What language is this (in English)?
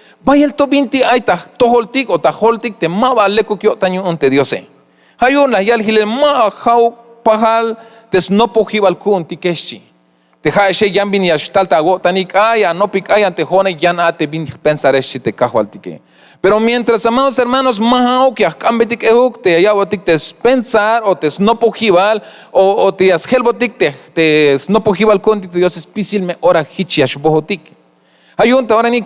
Tzeltal